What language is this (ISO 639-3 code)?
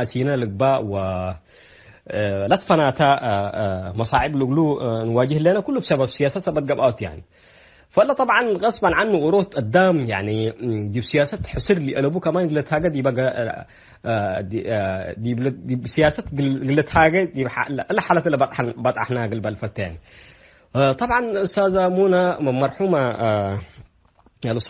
tig